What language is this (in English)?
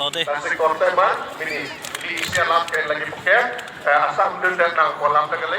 Karbi